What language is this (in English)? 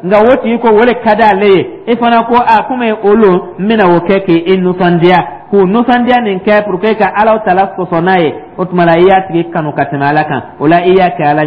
Dyula